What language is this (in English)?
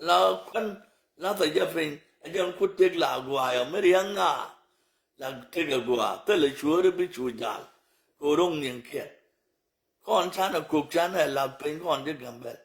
Nuer